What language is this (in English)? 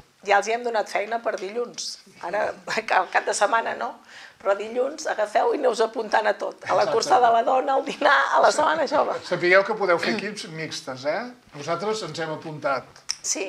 Catalan